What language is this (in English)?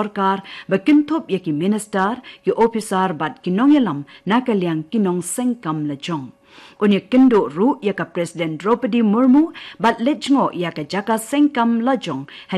Khasi